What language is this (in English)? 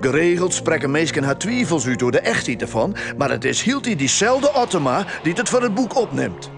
Western Frisian